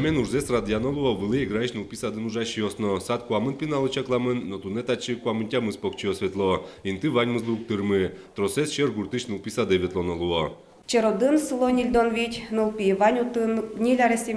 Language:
Udmurt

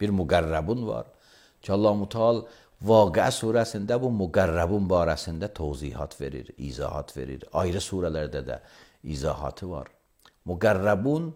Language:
Azerbaijani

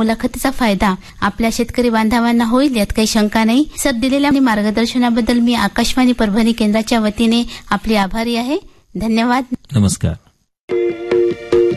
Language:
Marathi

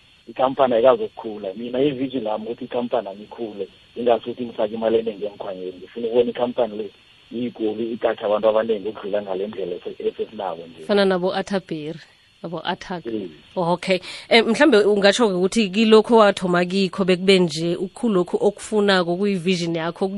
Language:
South Ndebele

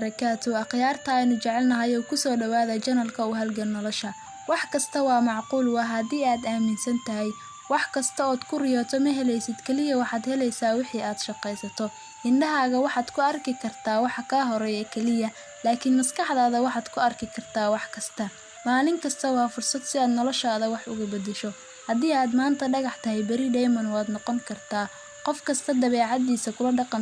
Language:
Somali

